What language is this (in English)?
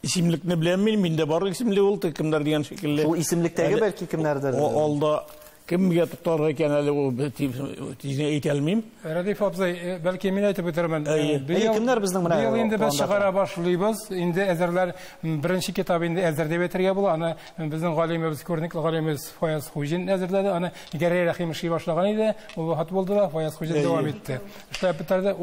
Tatar